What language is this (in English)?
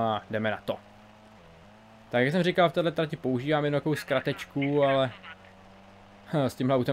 Czech